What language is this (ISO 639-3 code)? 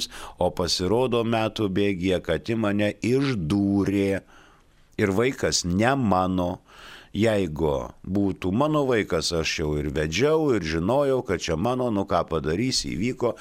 lit